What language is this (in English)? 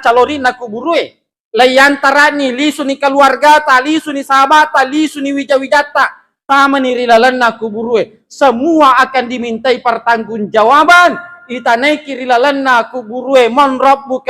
Buginese